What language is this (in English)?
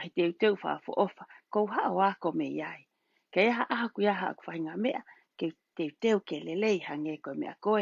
Tongan